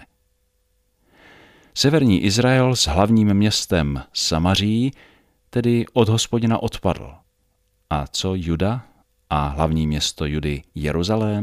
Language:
Czech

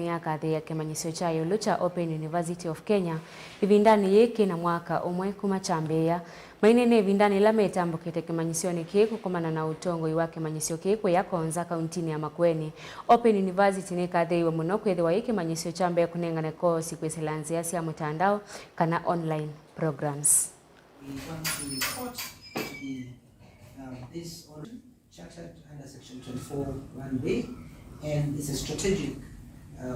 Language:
Kamba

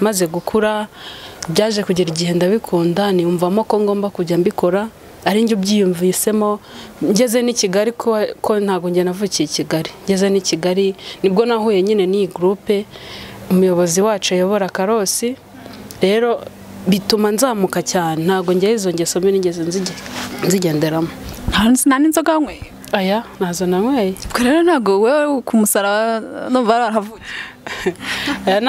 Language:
Kinyarwanda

